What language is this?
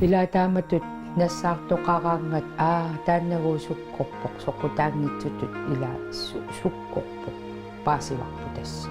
Kalaallisut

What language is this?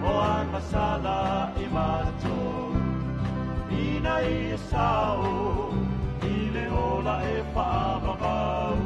Samoan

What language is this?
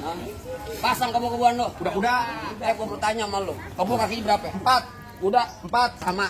Betawi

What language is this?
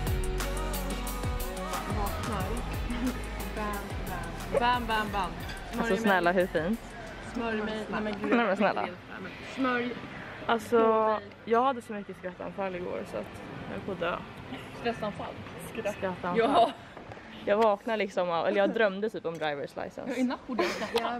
Swedish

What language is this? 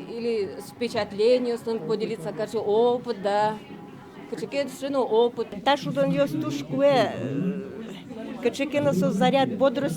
Udmurt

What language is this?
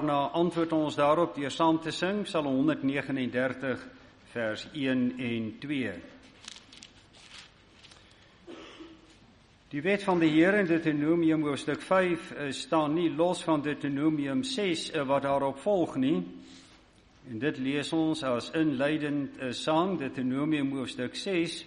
Afrikaans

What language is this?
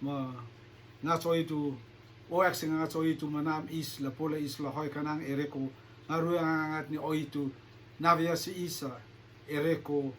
Rotuman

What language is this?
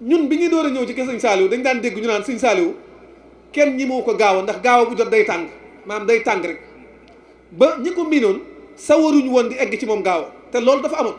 Wolof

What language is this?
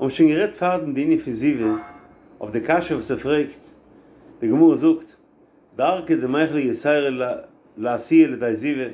Yiddish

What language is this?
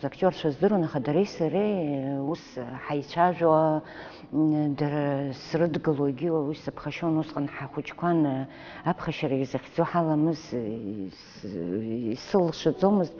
Abkhazian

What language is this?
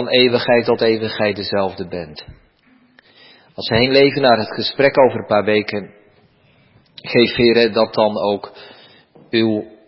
Dutch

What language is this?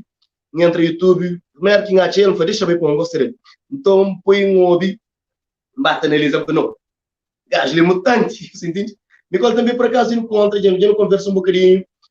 Kabuverdianu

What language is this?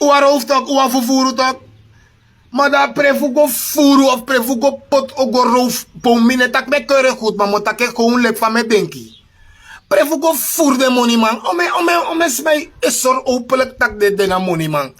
Sranan Tongo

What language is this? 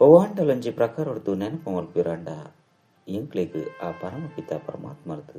Tulu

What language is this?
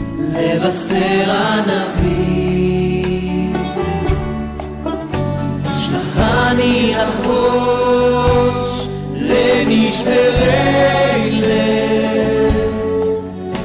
Hebrew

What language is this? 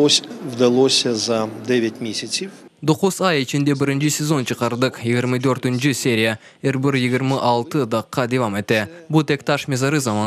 Crimean Tatar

